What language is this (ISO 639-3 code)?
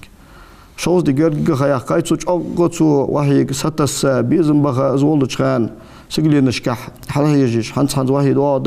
inh